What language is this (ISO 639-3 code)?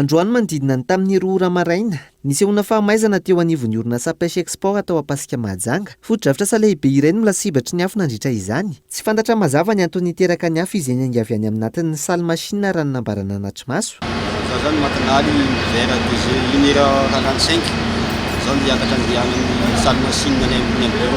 mlg